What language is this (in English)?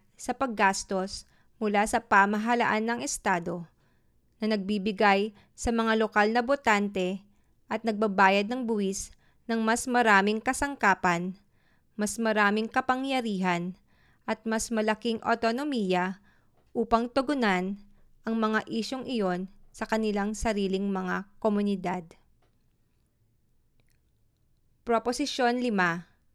Filipino